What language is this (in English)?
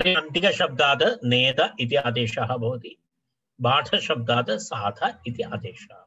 Sanskrit